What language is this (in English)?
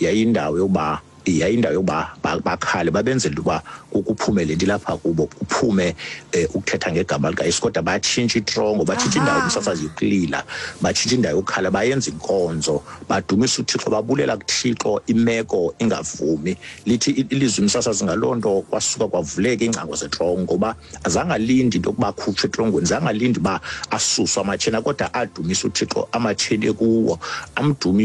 Xhosa